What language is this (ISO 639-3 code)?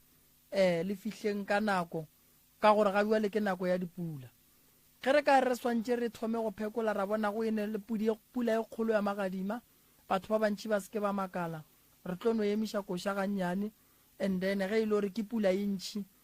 nso